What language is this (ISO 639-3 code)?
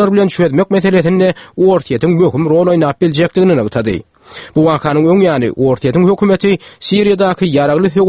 tuk